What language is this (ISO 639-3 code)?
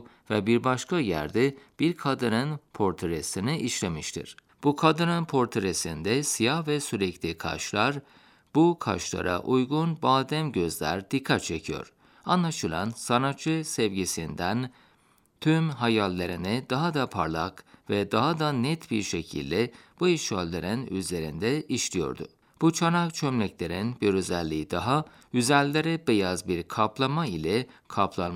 tur